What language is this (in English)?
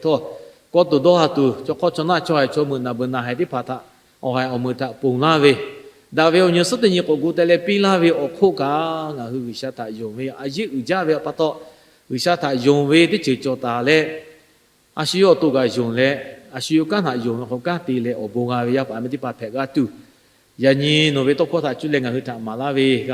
Lahu